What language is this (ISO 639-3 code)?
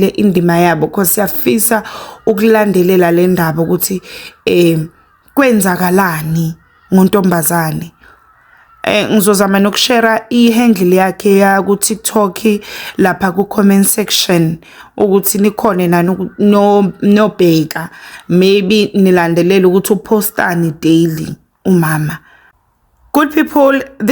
zul